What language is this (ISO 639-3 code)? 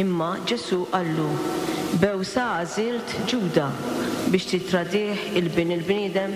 mlt